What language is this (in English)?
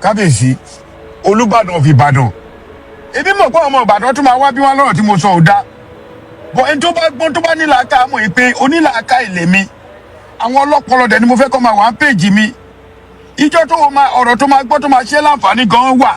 Yoruba